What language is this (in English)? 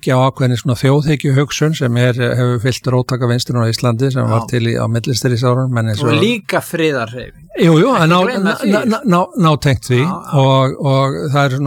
Icelandic